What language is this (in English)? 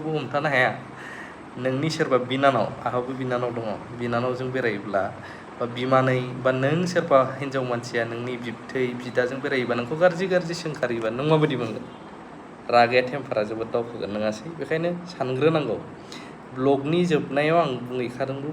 Bodo